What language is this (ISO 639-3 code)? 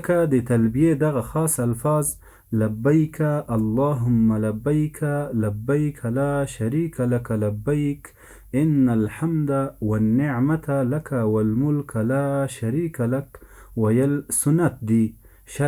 pus